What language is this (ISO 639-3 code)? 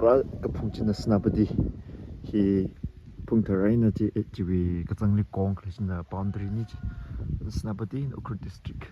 nmf